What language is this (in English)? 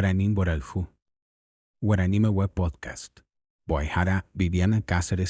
Guarani